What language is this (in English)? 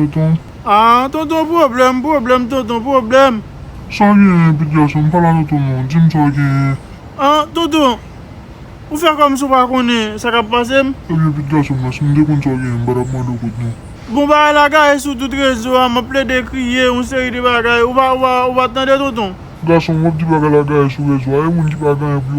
Haitian Creole